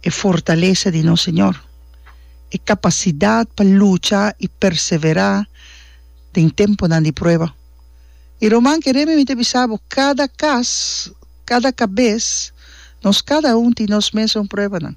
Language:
Papiamento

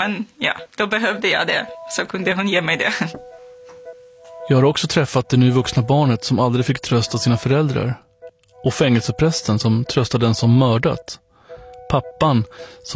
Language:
Swedish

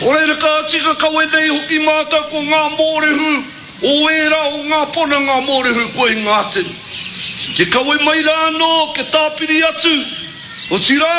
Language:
Māori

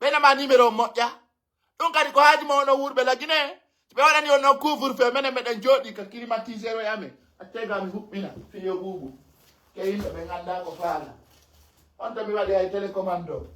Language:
Pular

